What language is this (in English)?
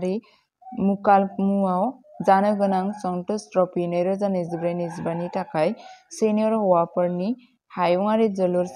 Bodo